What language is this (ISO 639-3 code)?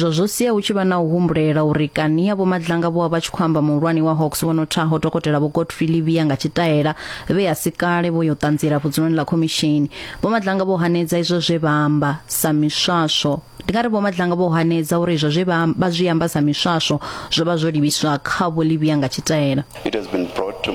ven